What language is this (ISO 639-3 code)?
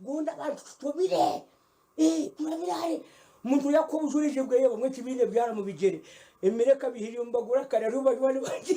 nyn